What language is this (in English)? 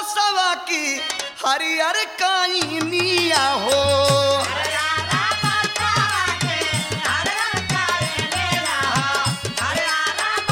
Bhojpuri